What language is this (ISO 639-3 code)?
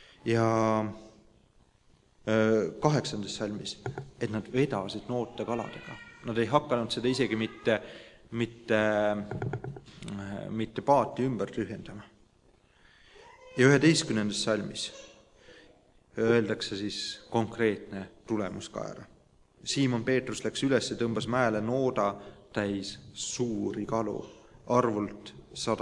est